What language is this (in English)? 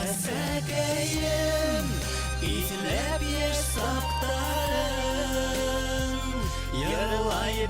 Bashkir